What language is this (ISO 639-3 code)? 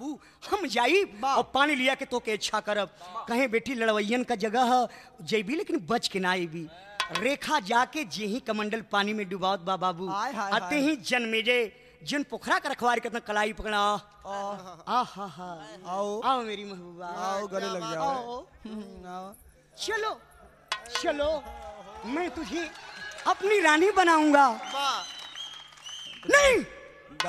bho